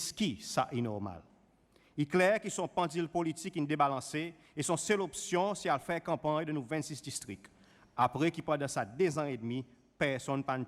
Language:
Seselwa Creole French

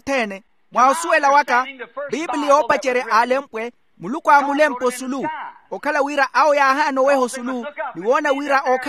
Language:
Makhuwa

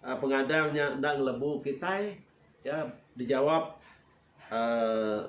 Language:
Iban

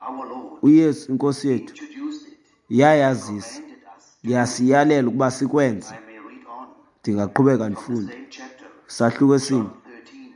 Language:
Xhosa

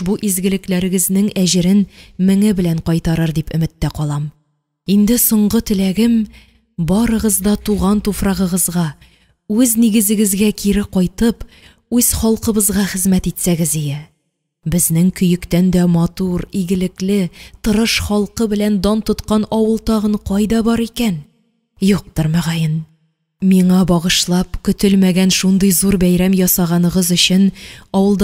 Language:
Tatar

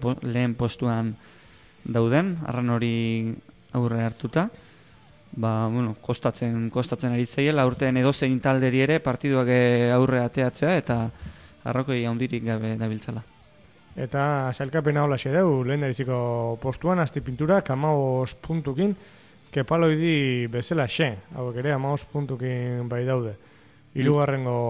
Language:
Basque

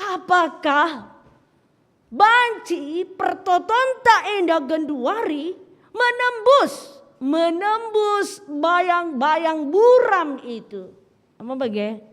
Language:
Batak Karo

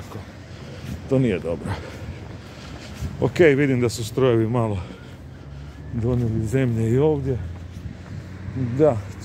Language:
Croatian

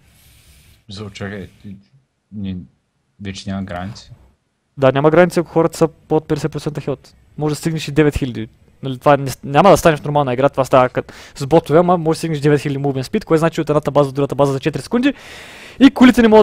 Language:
Bulgarian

